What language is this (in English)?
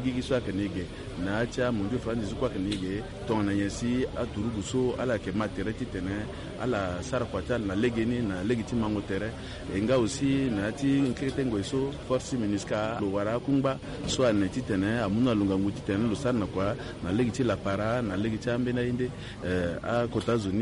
Sango